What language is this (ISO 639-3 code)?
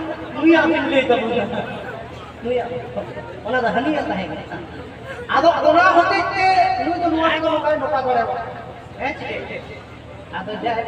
sat